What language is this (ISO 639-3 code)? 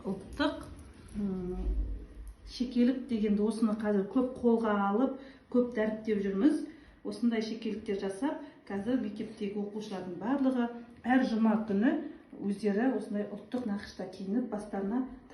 kaz